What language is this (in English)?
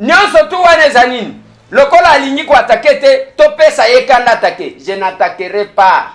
Lingala